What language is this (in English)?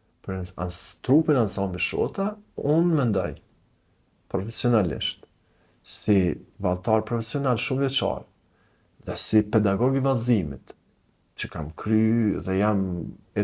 Albanian